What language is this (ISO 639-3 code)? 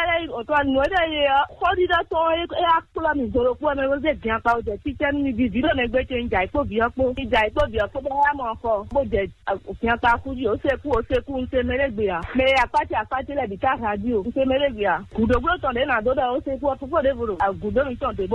fon